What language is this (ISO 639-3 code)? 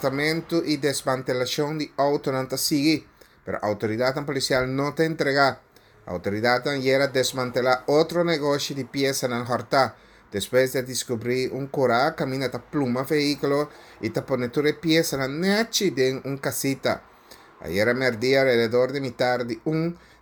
pap